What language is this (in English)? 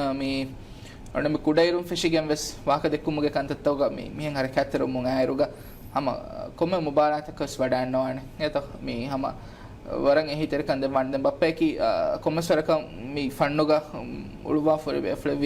Divehi